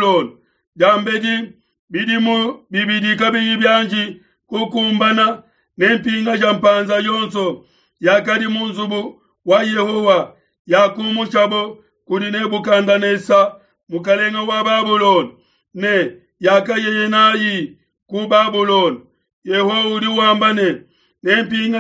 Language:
Luba-Lulua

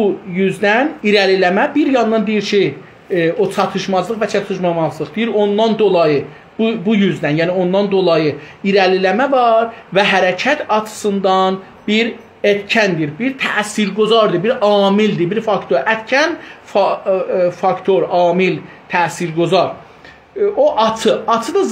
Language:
South Azerbaijani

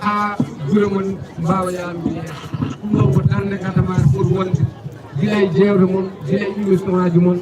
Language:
Fula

